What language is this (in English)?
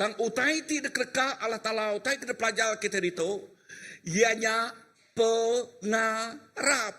Iban